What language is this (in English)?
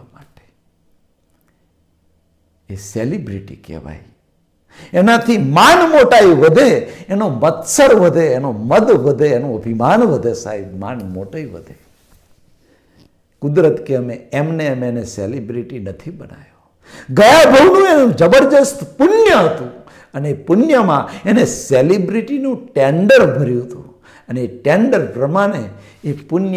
Gujarati